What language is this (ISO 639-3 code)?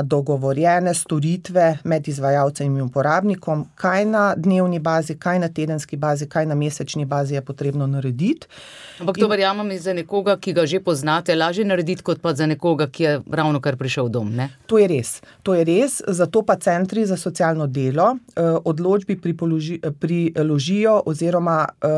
slv